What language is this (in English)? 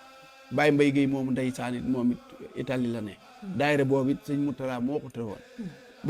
Wolof